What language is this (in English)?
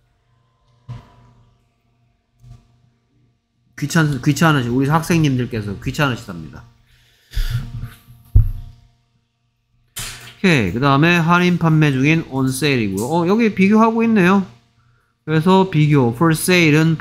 Korean